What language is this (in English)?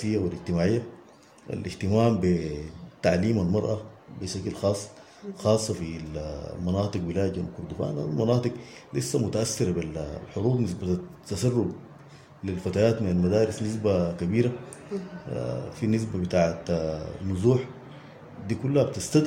Sudanese Arabic